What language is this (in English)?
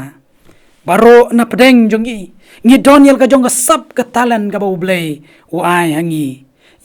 Khasi